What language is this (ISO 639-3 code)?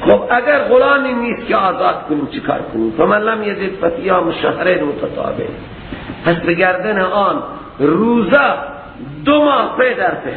fas